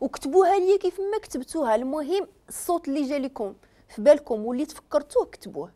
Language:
Moroccan Arabic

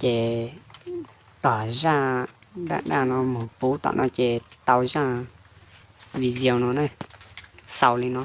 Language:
Hmong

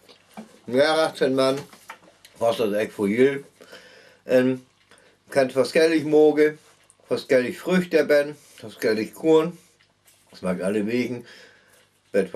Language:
Northern Frisian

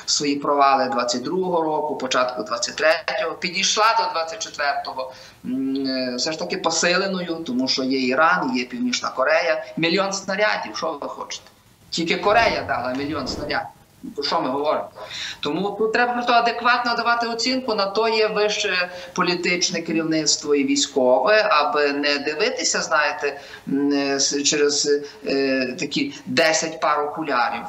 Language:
Ukrainian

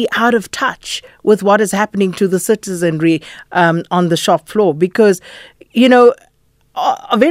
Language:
English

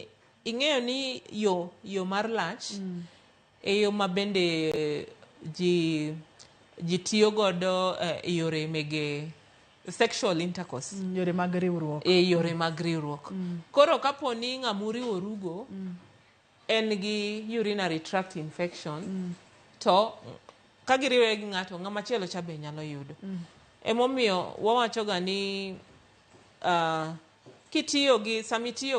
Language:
Luo (Kenya and Tanzania)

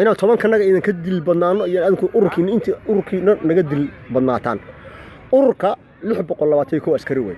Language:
Somali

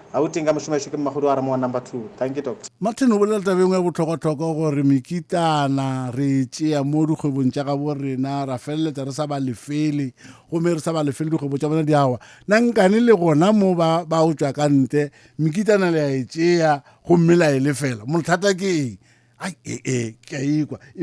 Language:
Northern Sotho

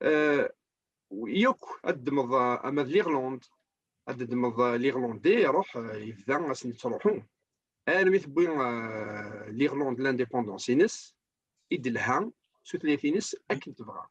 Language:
Kabyle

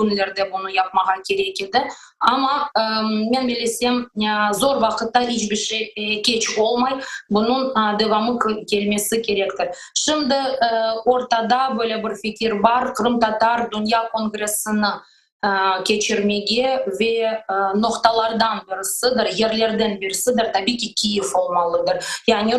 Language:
Crimean Tatar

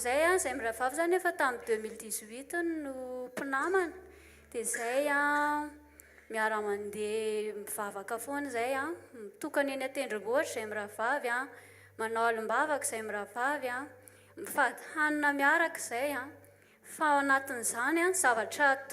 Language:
Malagasy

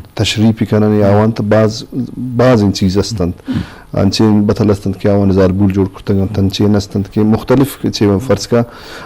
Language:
Eastern Balochi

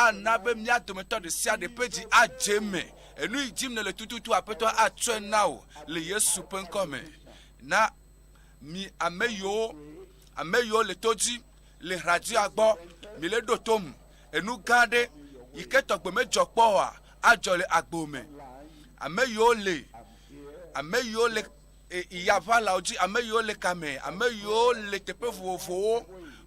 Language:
Ewe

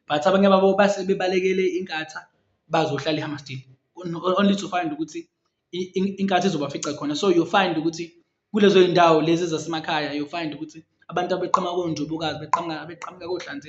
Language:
Zulu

